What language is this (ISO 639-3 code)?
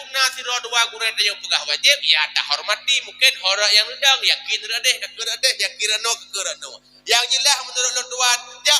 ace